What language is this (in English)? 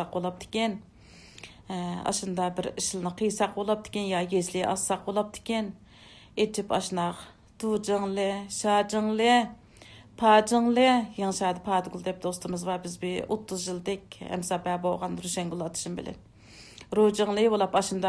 Uyghur